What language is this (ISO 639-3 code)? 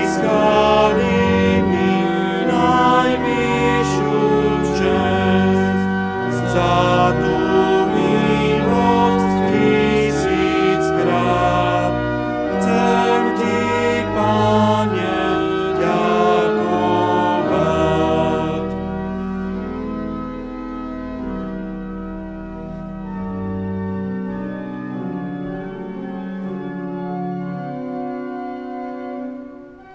slk